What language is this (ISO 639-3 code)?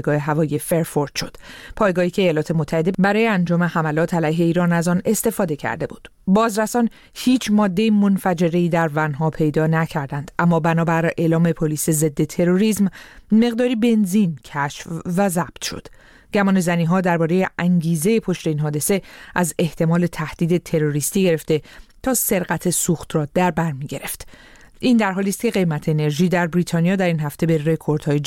fas